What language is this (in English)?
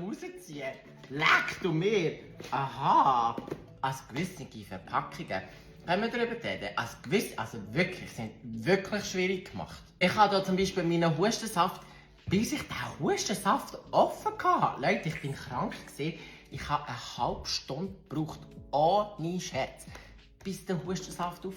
Swiss German